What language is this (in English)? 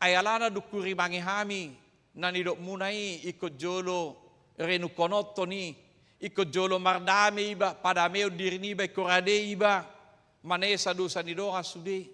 Batak Toba